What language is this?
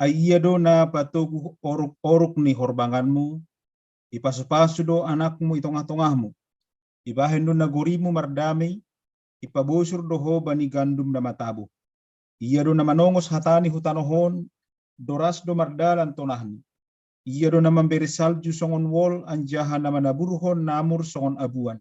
Batak Simalungun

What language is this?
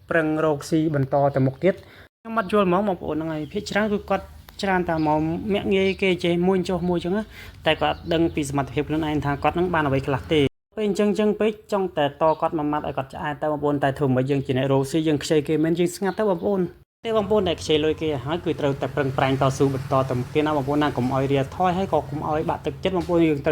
Khmer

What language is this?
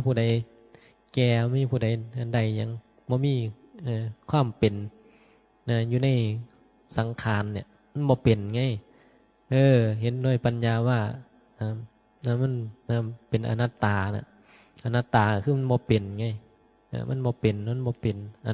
Northeastern Thai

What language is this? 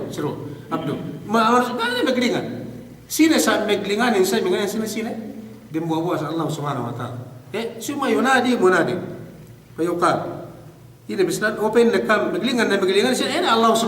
Yakan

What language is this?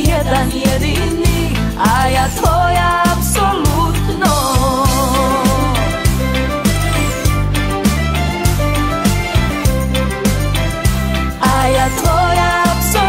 Croatian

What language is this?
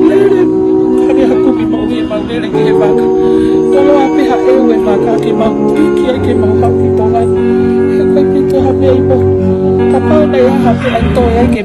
Tongan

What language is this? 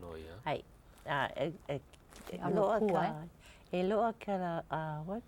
Hawaiian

